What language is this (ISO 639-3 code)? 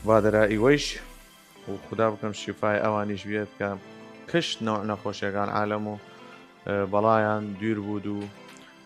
sdh